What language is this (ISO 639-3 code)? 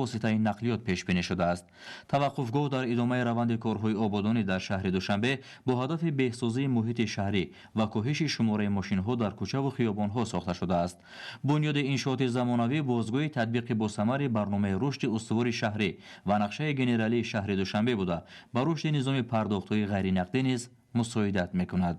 tgk